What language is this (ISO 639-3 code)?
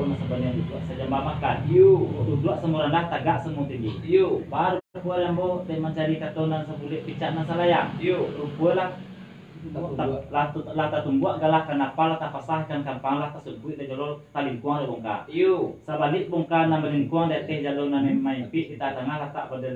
min